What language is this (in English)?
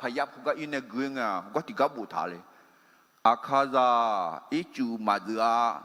Akha